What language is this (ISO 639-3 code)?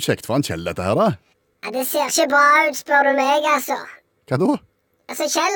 nor